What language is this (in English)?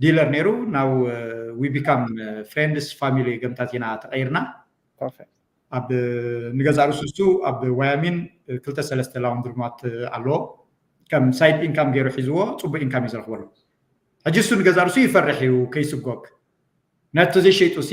Tigrinya